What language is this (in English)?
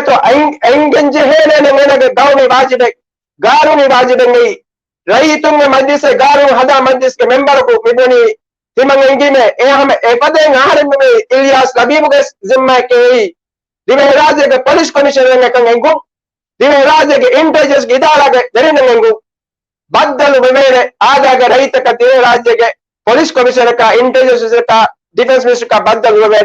Divehi